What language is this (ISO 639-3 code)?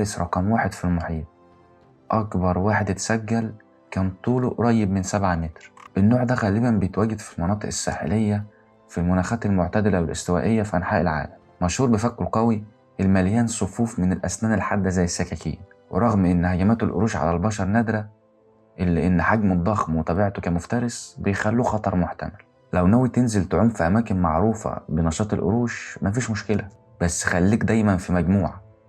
arz